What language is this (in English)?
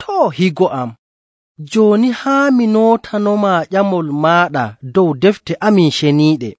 Nigerian Fulfulde